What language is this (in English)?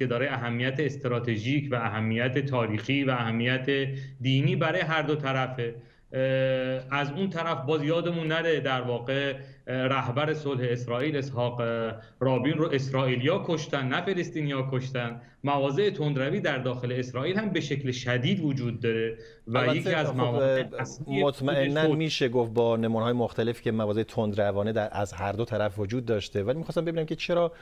Tajik